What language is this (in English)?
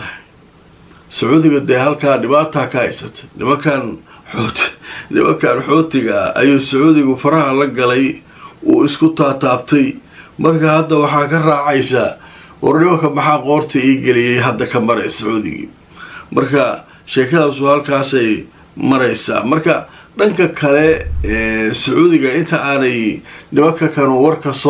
Somali